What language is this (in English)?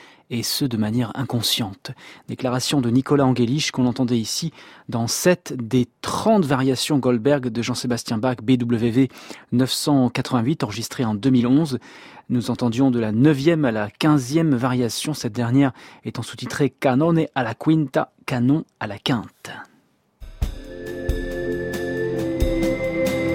French